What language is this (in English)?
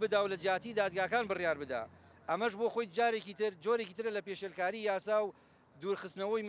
Central Kurdish